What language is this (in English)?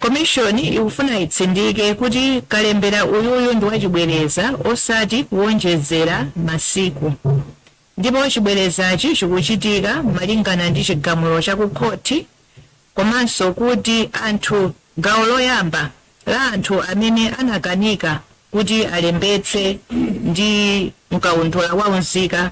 Nyanja